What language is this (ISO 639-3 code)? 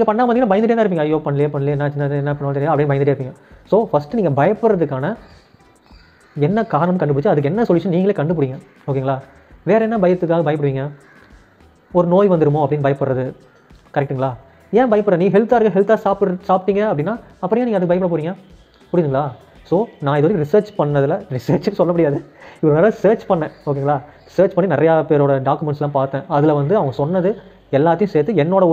tam